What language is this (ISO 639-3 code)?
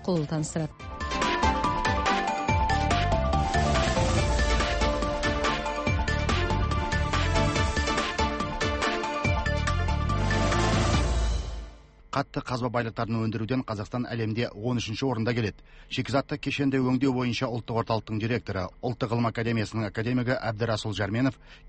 kaz